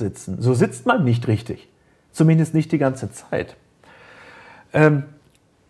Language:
German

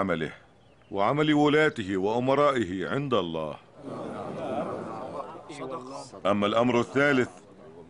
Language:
Arabic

